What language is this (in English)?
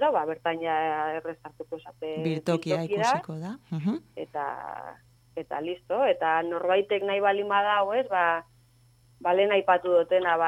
Basque